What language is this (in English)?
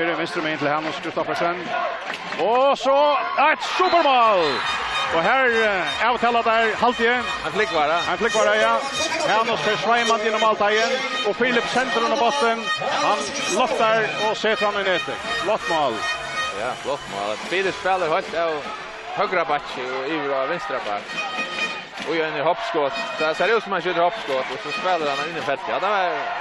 Faroese